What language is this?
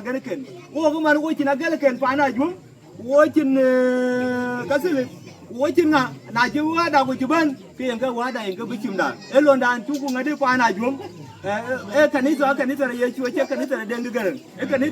Dinka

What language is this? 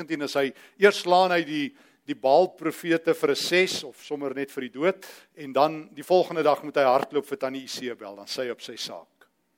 Afrikaans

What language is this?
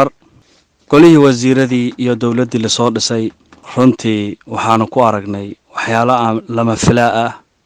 Somali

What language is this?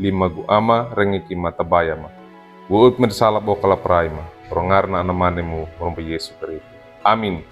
Wejewa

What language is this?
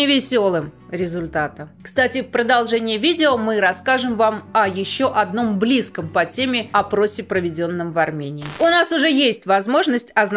Russian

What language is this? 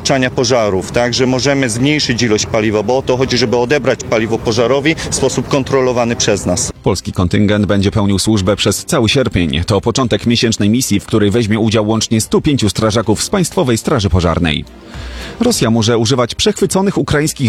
Polish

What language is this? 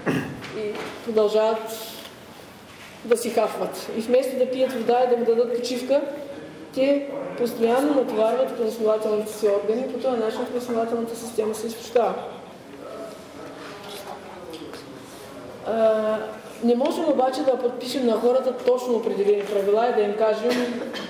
Bulgarian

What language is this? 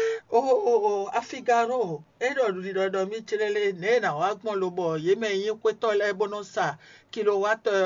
Fon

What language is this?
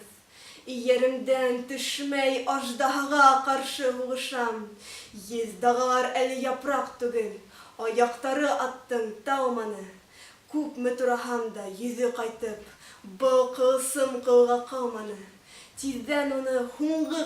Bashkir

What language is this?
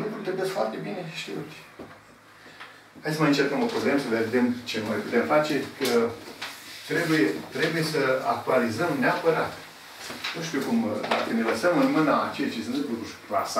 Romanian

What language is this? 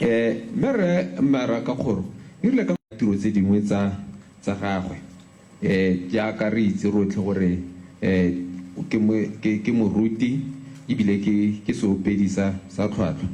Tswana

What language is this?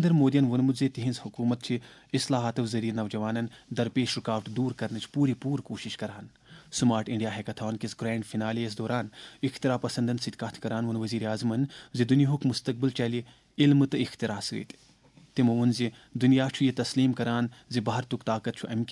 Kashmiri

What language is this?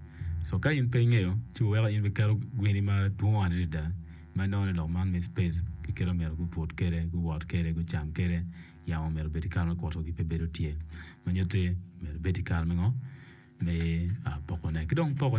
Acoli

